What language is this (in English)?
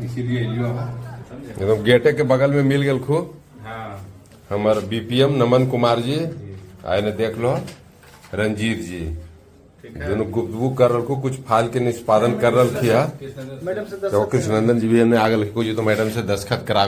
Magahi